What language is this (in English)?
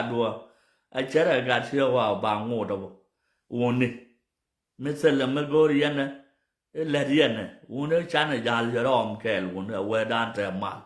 Nuer